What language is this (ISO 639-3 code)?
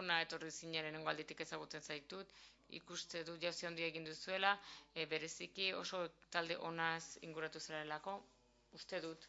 eus